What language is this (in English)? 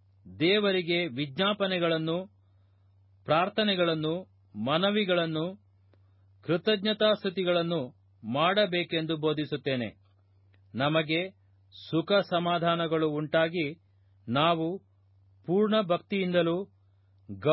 Kannada